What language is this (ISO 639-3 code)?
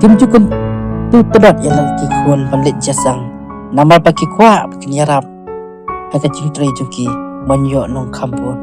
kha